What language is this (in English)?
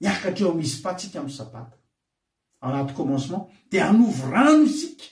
Malagasy